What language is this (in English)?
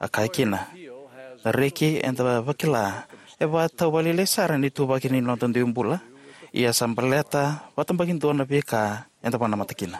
Fijian